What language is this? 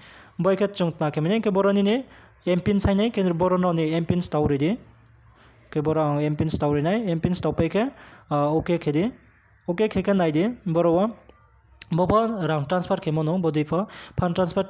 Riang (India)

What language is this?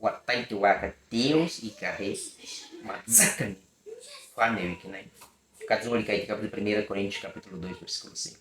Baniwa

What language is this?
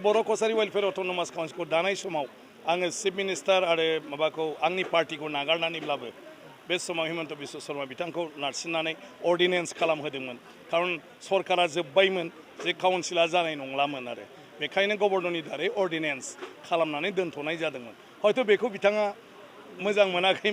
Bodo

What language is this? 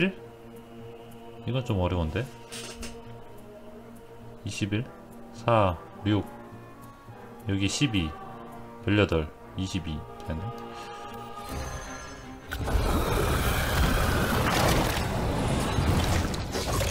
Korean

